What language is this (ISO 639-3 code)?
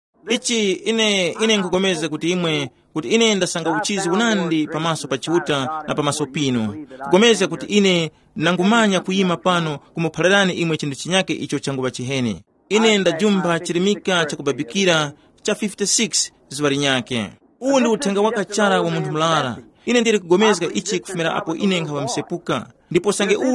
tum